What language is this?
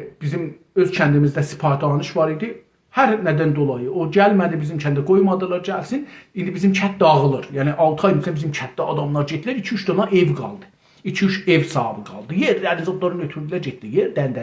South Azerbaijani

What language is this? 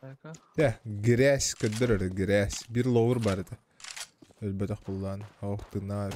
Yakut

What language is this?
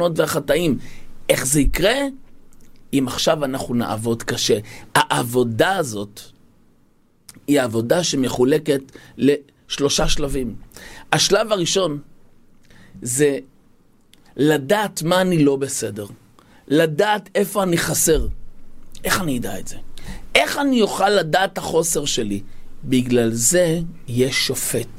Hebrew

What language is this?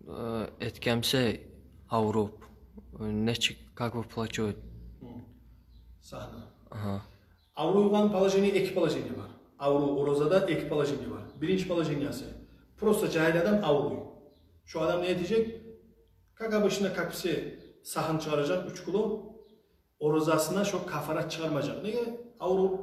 Kumyk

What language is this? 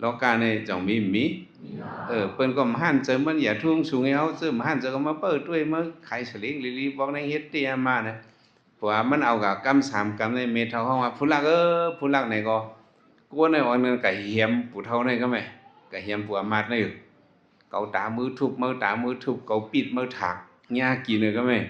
Shan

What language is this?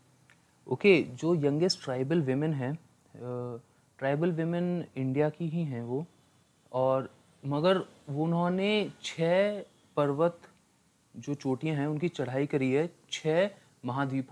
Hindi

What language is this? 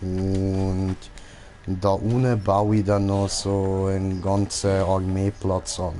Swiss German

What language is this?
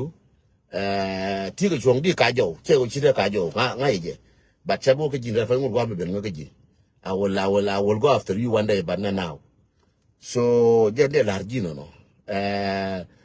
Nuer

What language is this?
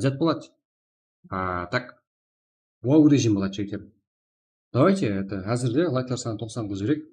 Kara-Kalpak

